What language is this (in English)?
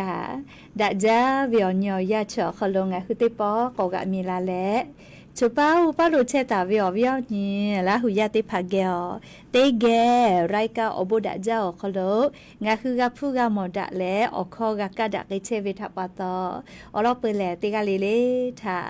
Lahu